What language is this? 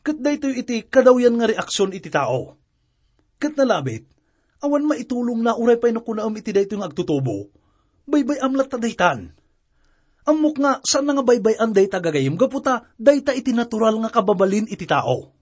Iloko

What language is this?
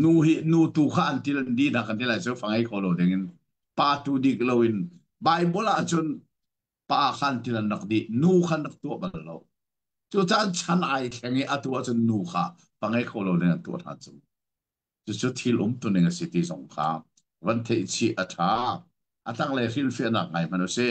Hakha Chin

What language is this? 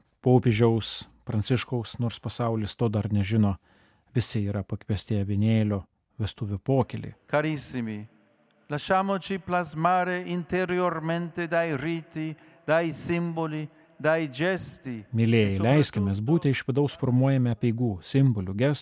Lithuanian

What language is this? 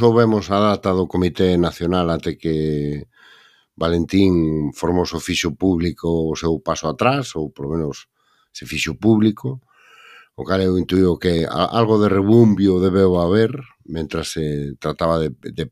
Galician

